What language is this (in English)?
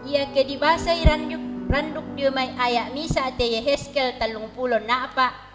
Toraja-Sa'dan